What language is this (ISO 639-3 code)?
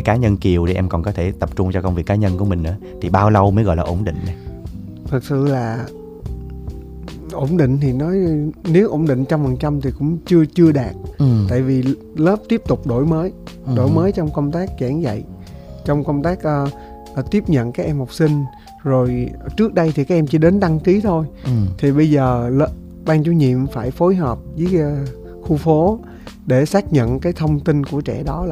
vie